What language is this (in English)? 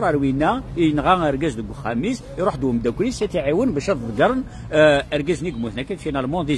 Kabyle